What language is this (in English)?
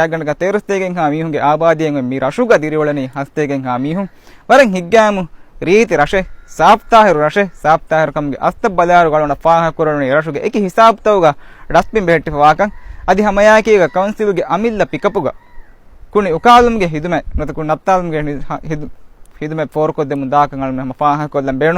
Divehi